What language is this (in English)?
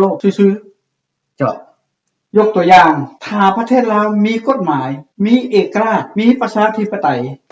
Lao